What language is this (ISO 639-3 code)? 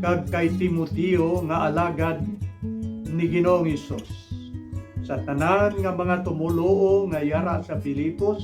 hil